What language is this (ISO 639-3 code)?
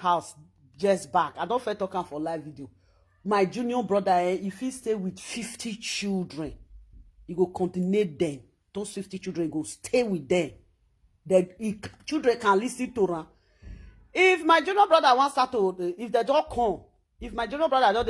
pcm